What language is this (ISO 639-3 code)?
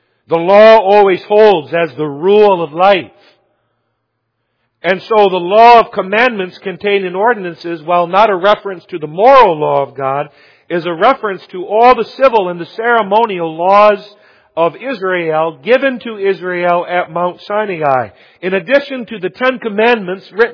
eng